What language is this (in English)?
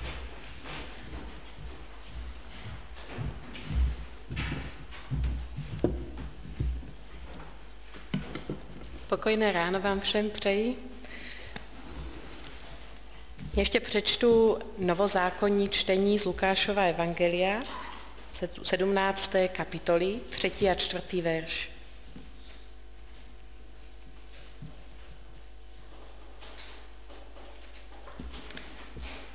Czech